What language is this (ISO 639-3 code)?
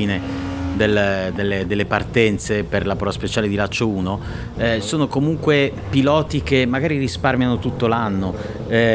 ita